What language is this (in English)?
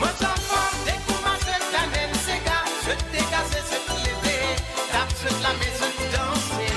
Morisyen